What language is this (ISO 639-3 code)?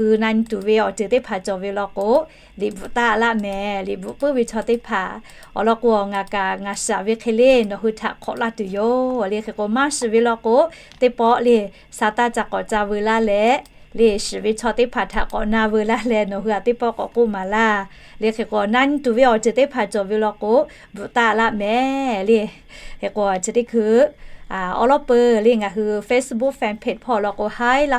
lhu